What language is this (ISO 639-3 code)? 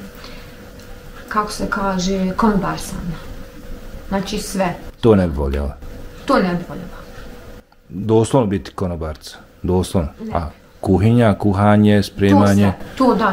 bos